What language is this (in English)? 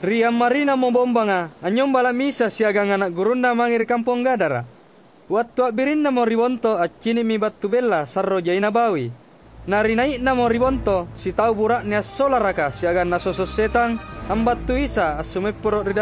Makasar